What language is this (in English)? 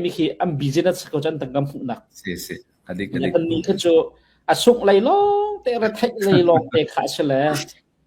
Hakha Chin